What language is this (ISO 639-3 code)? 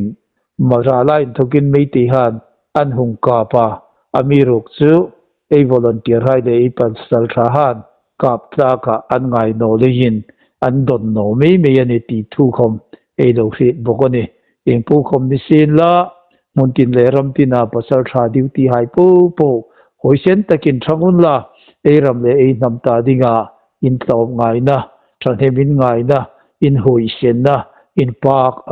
hmr